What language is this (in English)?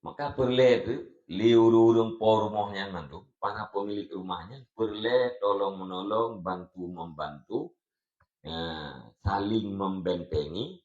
Achinese